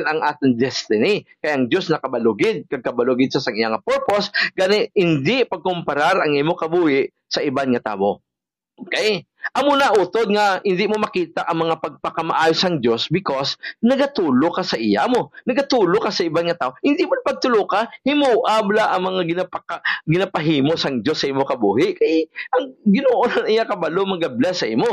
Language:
Hiligaynon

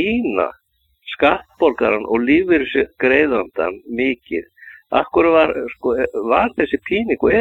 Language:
Icelandic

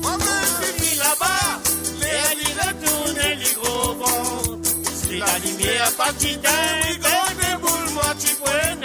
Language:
Morisyen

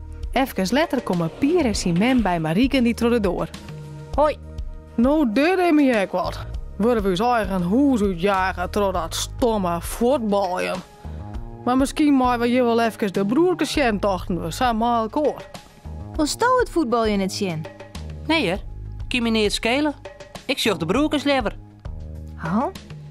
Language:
Western Frisian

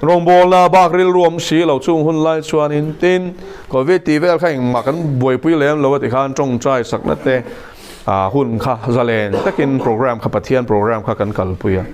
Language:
Mizo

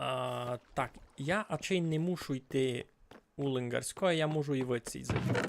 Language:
Rusyn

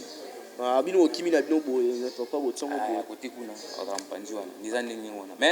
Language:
Lingala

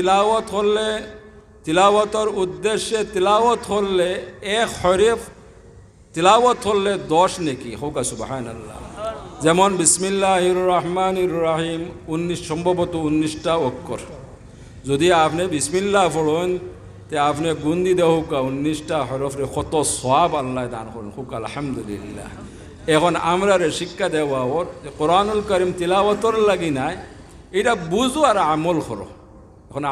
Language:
Sylheti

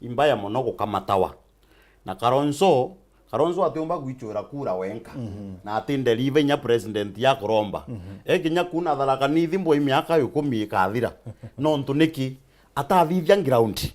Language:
Meru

